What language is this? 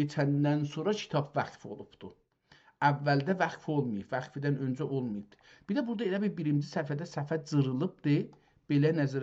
South Azerbaijani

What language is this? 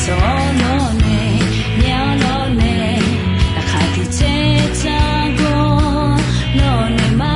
Akha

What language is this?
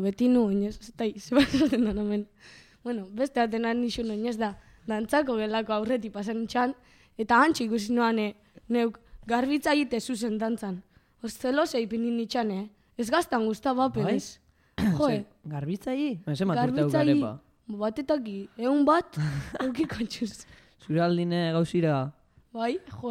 Basque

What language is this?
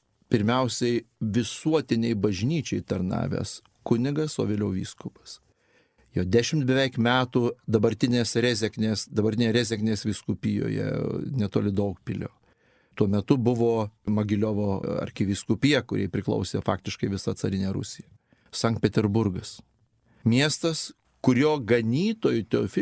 Lithuanian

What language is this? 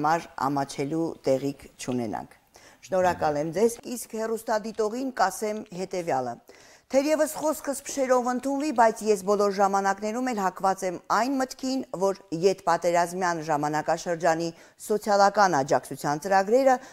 Armenian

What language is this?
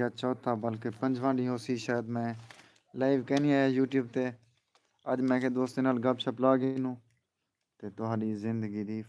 Saraiki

